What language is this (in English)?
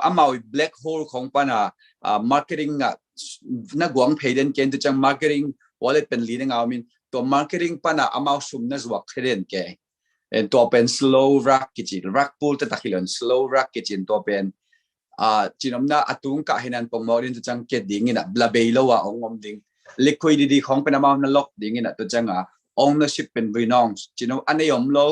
Tedim Chin